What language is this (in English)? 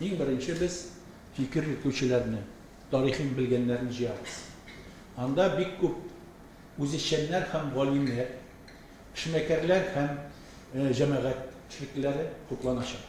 Tatar